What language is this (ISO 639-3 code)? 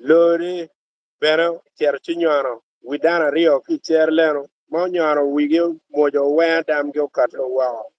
ach